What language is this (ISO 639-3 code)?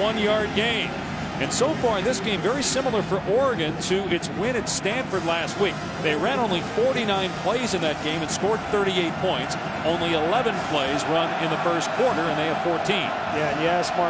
eng